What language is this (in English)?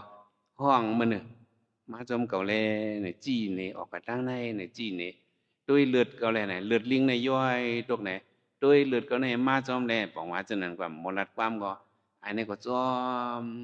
Shan